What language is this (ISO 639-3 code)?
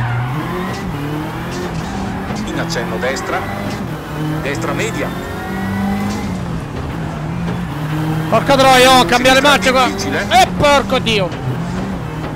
ita